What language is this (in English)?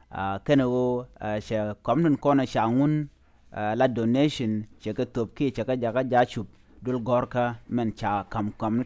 Nuer